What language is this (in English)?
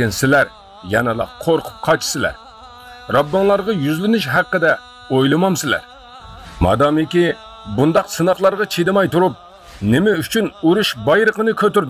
Uyghur